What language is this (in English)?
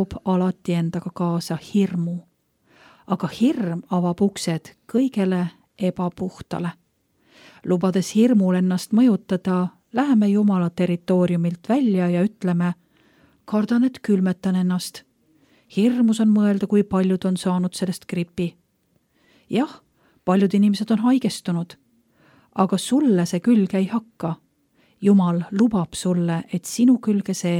Estonian